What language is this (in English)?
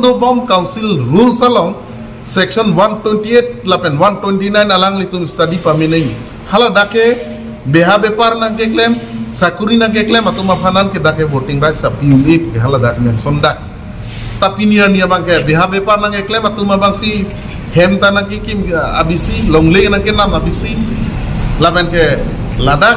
Karbi